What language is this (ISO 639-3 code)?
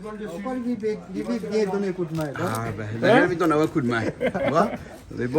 rcf